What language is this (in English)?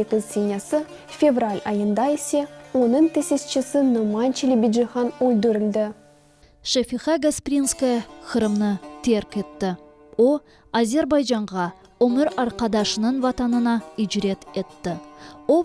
Crimean Tatar